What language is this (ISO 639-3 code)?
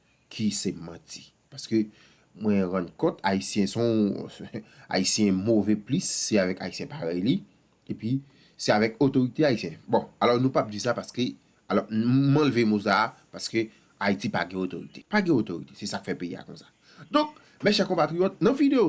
hat